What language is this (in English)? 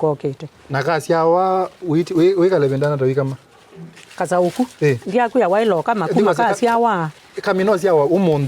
Kamba